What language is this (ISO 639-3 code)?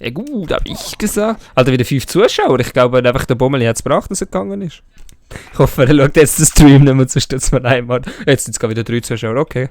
gsw